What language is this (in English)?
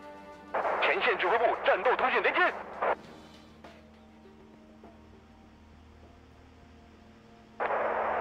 Chinese